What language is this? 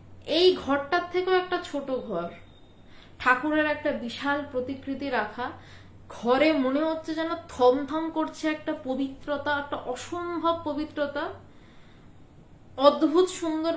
Bangla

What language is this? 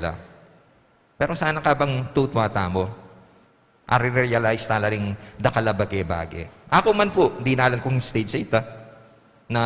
Pampanga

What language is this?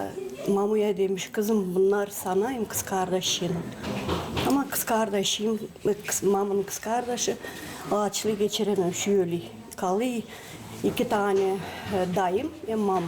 Gagauz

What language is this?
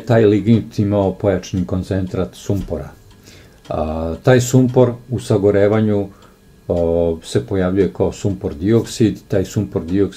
Serbian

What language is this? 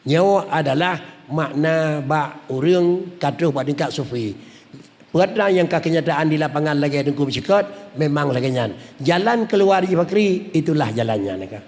Achinese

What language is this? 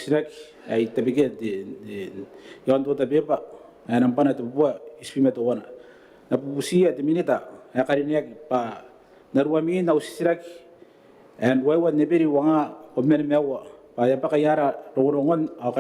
Gilbertese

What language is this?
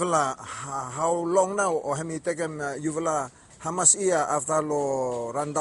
Bislama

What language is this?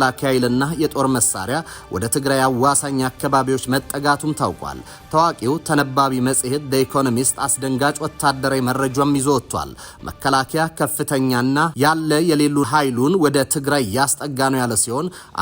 Amharic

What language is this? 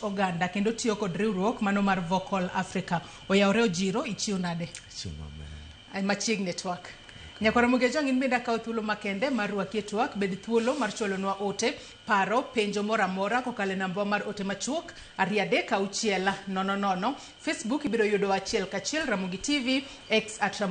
Luo (Kenya and Tanzania)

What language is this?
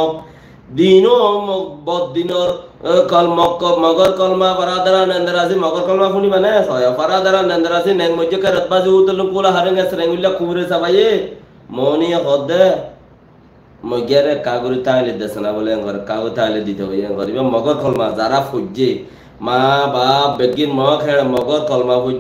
Rohingya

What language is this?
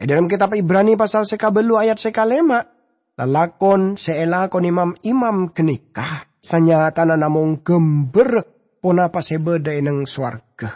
Madurese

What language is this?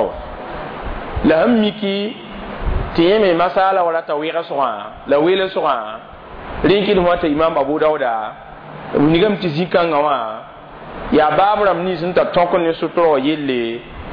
Mossi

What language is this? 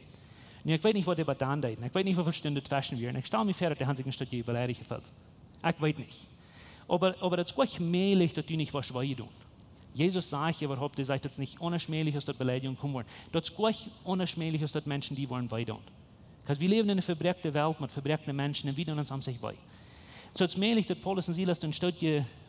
Plautdietsch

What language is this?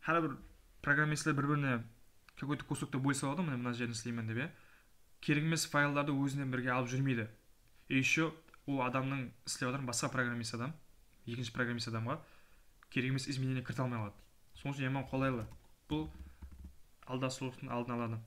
Kara-Kalpak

